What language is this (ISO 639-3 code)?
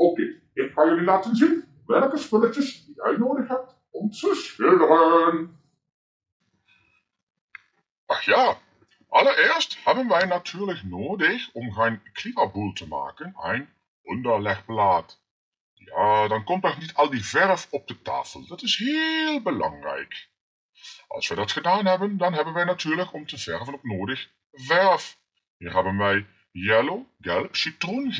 nld